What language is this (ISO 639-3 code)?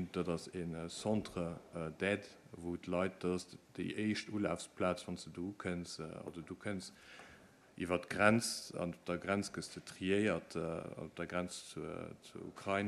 ltz